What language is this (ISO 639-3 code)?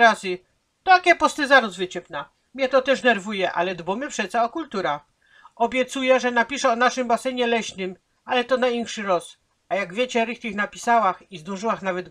szl